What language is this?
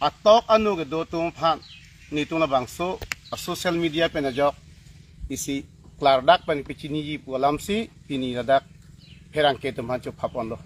Karbi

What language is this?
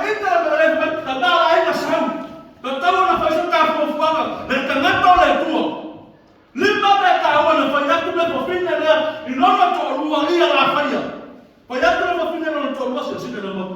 Samoan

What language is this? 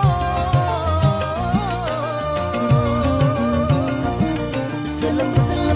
Indonesian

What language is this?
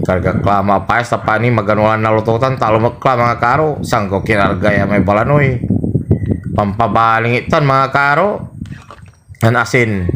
Pangasinan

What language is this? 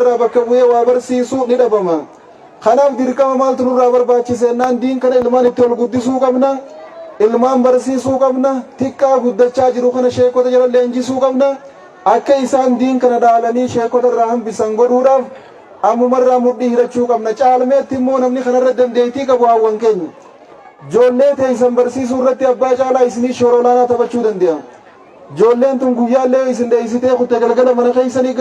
Oromo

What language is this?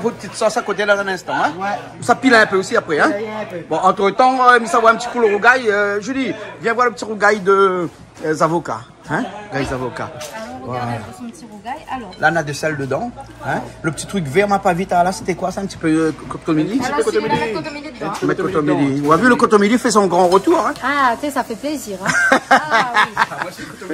Réunion Creole French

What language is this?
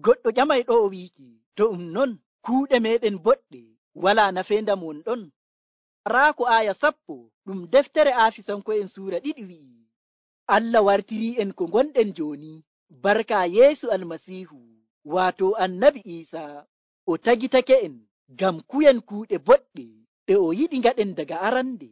Nigerian Fulfulde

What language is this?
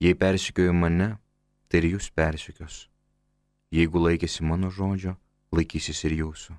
Lithuanian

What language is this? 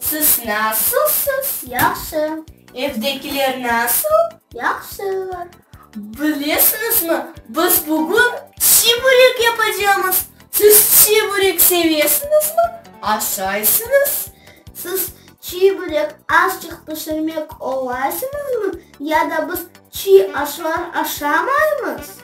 Crimean Tatar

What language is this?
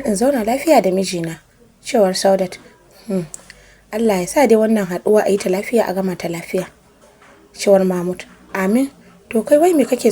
Hausa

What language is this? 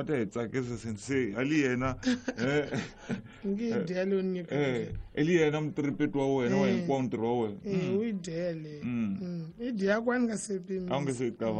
Tsonga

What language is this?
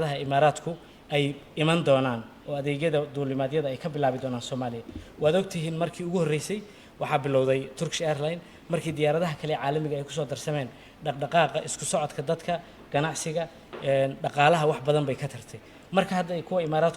Somali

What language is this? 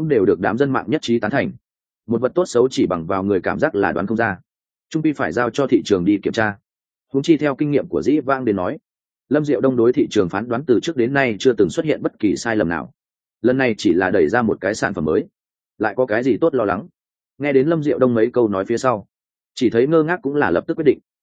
Vietnamese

